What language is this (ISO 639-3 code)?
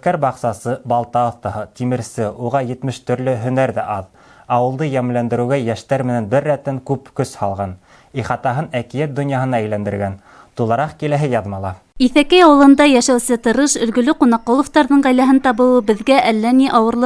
bak